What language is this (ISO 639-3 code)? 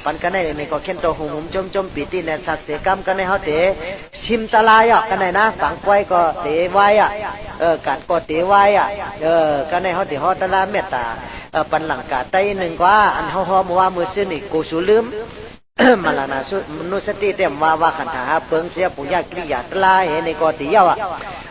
shn